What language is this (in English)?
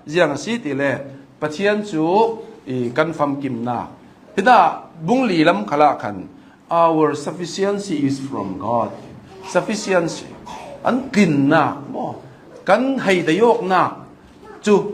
Hakha Chin